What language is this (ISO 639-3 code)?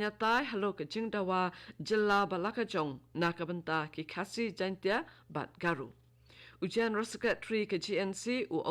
kha